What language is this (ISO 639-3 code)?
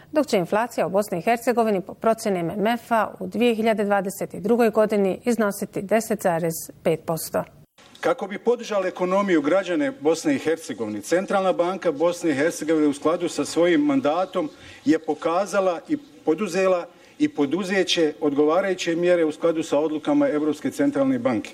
bos